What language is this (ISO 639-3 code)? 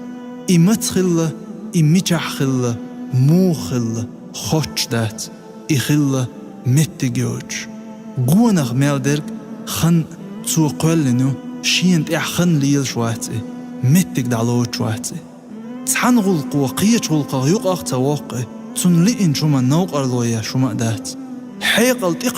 che